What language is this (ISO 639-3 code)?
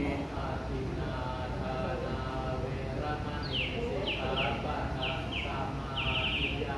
pli